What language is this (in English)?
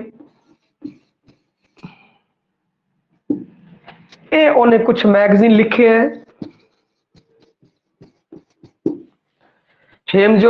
Punjabi